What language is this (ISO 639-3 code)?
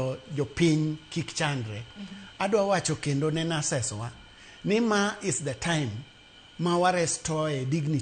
luo